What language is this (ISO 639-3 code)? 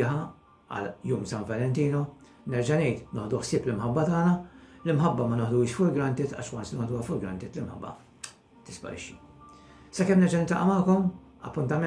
mlt